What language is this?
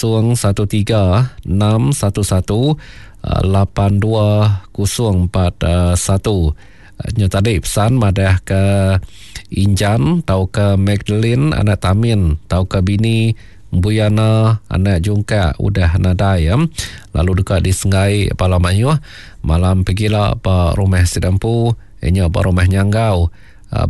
Iban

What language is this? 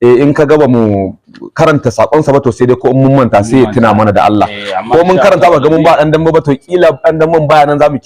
Hausa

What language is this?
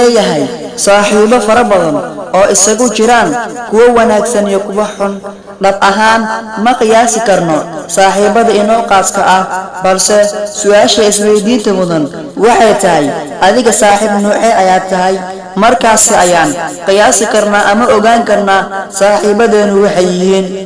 Somali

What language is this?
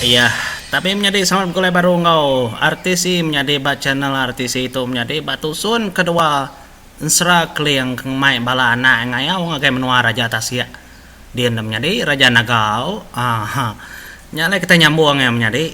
Iban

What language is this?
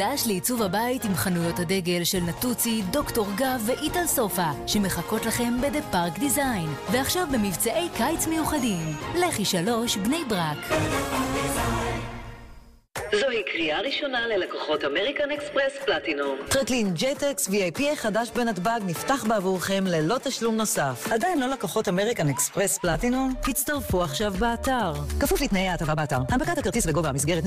Hebrew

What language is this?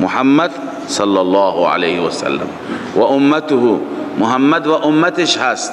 Persian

